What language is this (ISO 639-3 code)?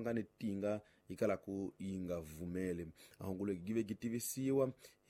tso